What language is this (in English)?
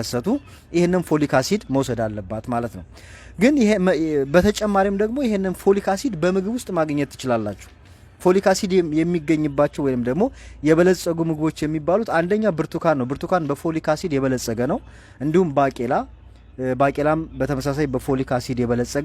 Amharic